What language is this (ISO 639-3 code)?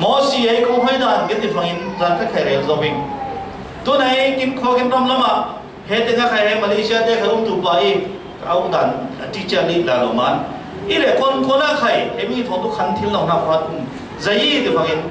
cfm